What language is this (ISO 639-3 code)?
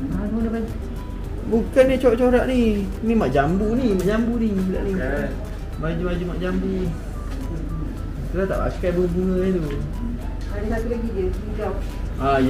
msa